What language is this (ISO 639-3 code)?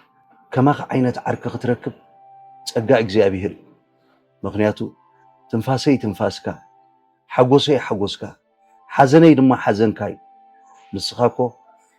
tir